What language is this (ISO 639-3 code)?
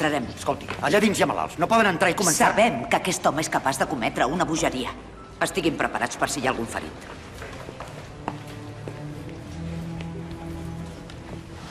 cat